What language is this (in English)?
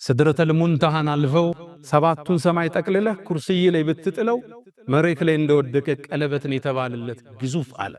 Amharic